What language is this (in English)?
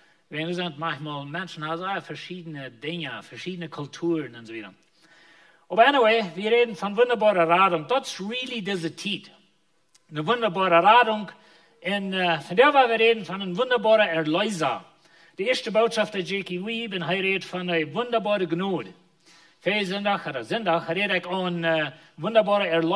Plautdietsch